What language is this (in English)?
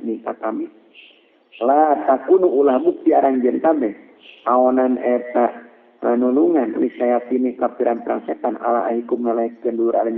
Sundanese